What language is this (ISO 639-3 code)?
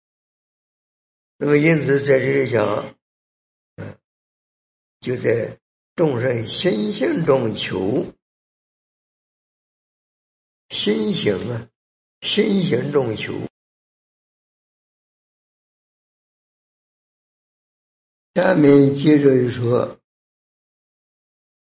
zho